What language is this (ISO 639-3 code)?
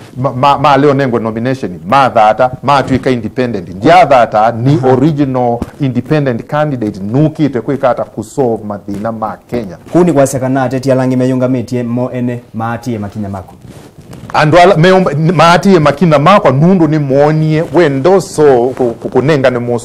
kam